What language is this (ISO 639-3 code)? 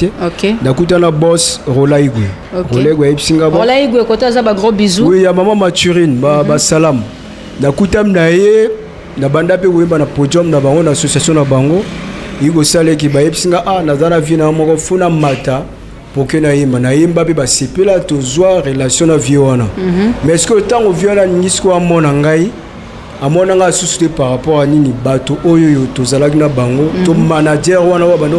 lin